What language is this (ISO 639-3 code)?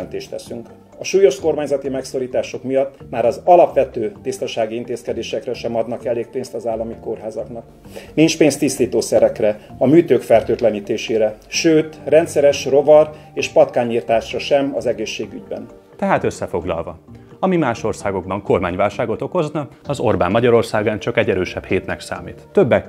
hun